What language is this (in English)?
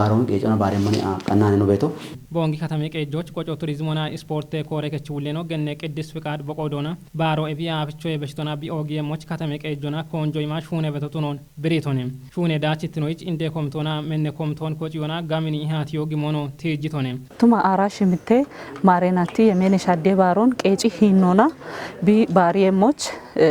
Kafa